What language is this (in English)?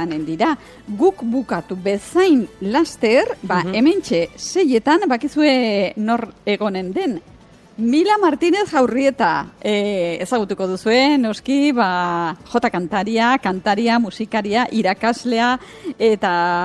Basque